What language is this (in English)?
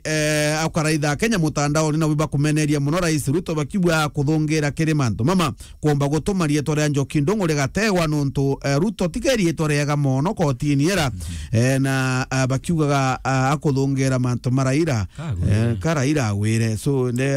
Meru